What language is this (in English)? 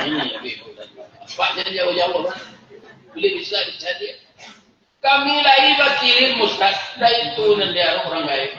Minangkabau